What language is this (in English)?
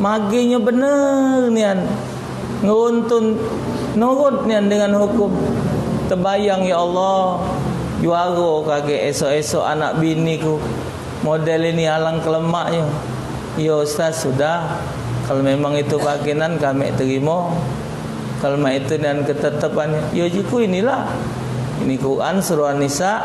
Musi